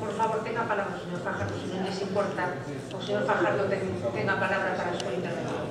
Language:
Galician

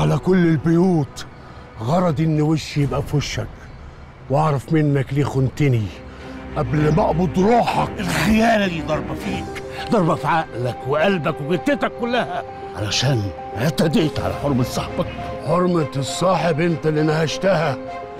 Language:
Egyptian Arabic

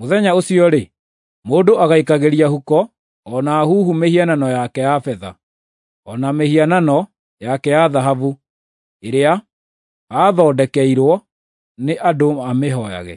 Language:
Kikuyu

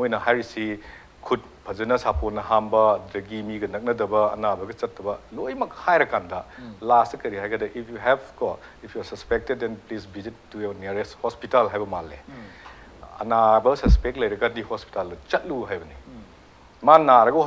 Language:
Manipuri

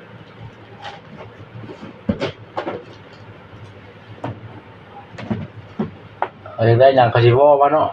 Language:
Lao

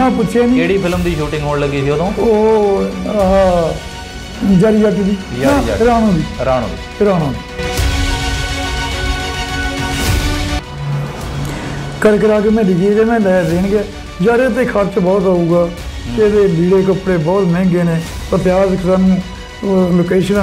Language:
Punjabi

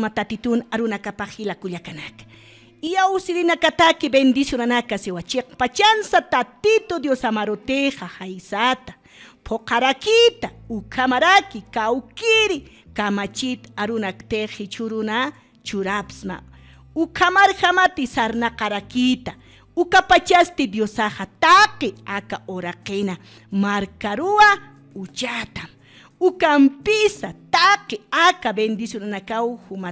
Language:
Aymara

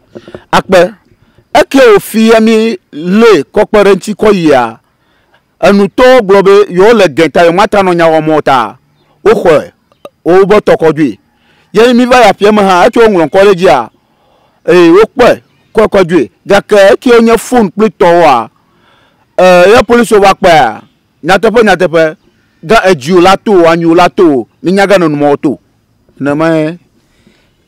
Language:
Ewe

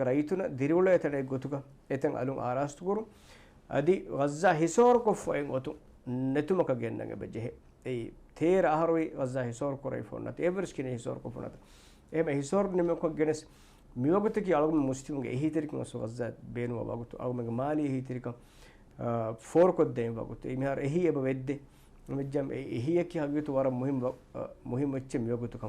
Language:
Divehi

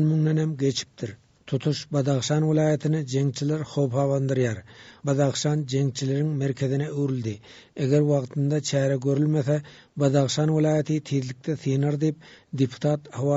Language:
Turkmen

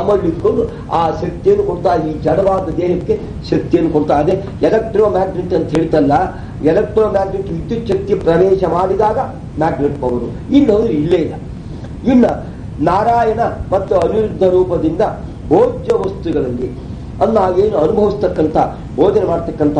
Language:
Kannada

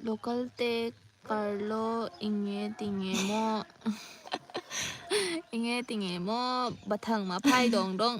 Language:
Manipuri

